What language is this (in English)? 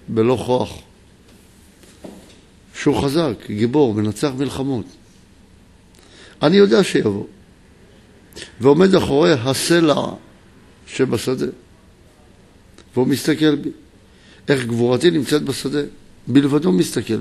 Hebrew